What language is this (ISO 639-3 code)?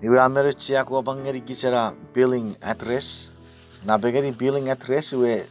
chk